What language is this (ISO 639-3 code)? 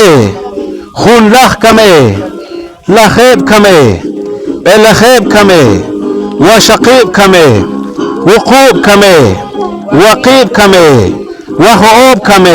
poh